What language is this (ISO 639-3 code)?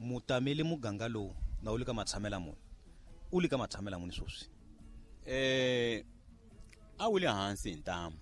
tso